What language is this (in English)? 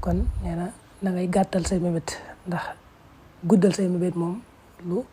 Wolof